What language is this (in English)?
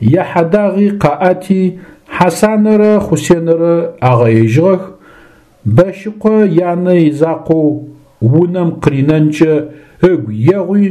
Adyghe